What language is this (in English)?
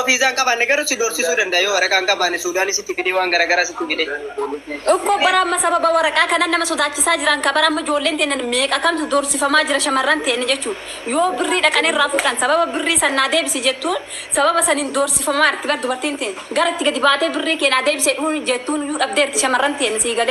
Oromo